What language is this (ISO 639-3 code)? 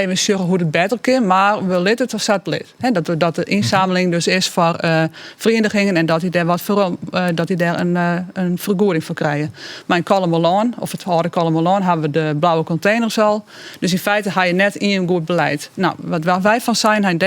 fry